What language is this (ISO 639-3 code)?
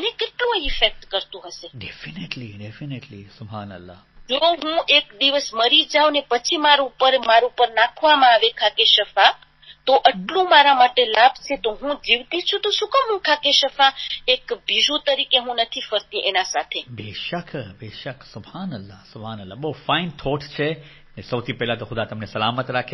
guj